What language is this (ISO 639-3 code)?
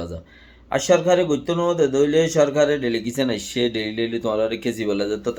rhg